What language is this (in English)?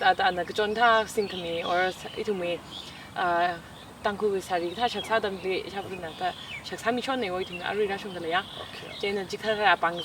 Tangkhul Naga (India)